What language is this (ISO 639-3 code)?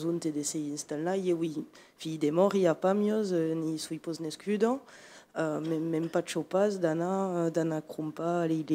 oci